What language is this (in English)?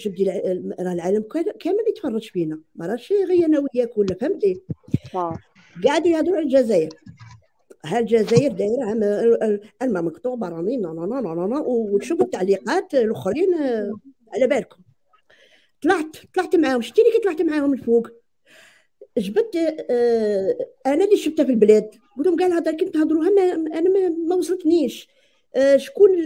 Algerian Arabic